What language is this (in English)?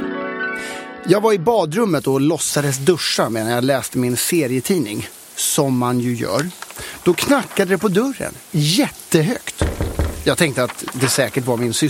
Swedish